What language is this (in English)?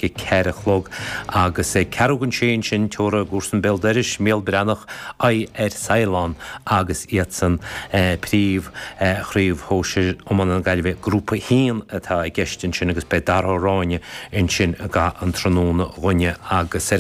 Irish